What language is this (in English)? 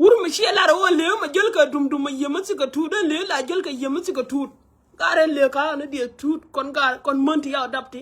Nuer